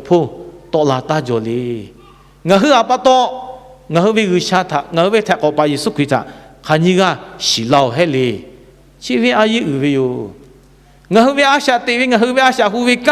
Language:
Lahu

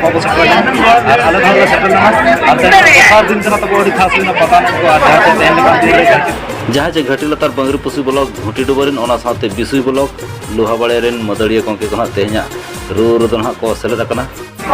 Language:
Santali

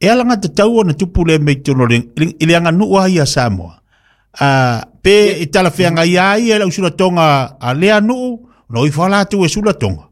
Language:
Samoan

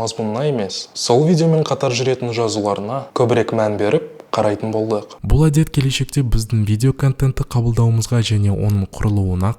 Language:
Kazakh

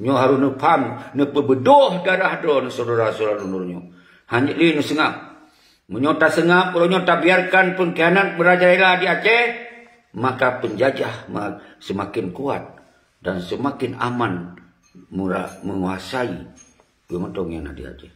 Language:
Achinese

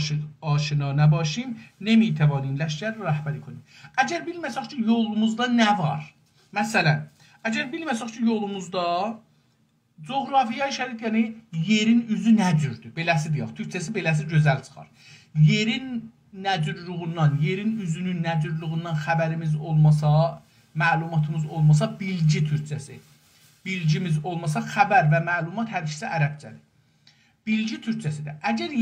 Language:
South Azerbaijani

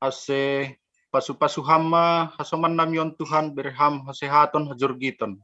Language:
Batak Simalungun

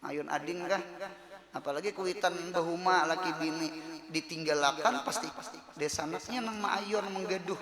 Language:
Banjar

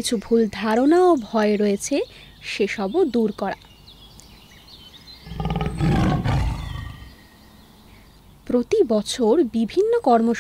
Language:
Bangla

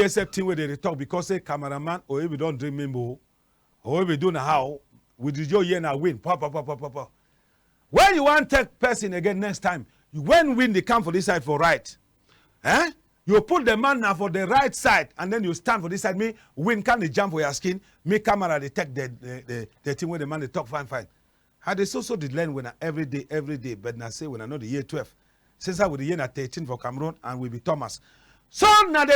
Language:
Cameroon Pidgin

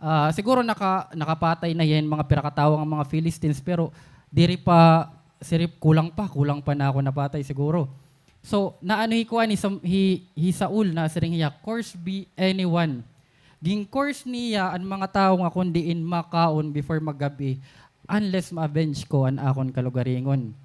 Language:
Waray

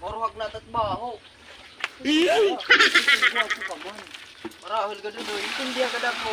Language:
Waray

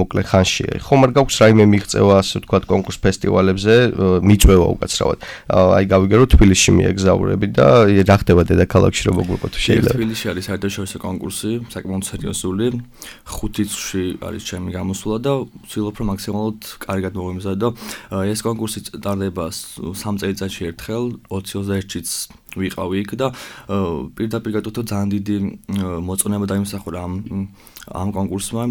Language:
Georgian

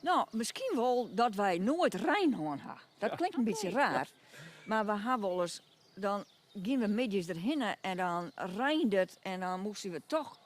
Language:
Western Frisian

